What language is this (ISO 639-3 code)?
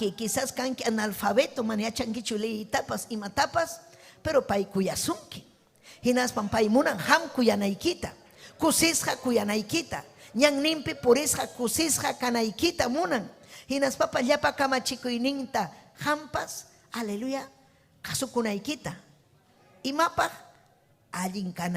quy